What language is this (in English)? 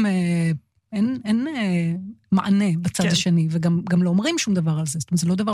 Hebrew